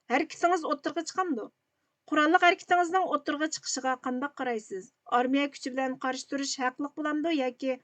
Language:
Uyghur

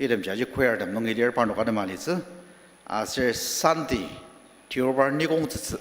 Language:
Ao Naga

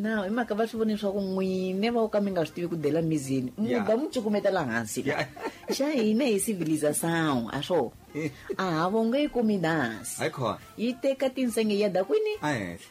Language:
Tsonga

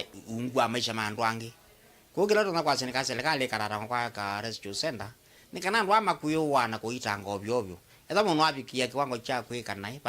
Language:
Kamba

